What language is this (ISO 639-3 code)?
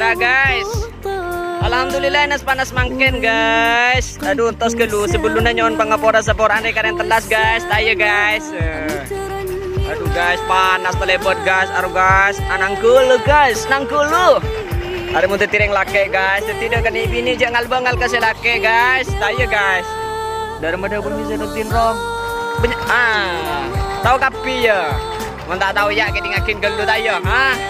mad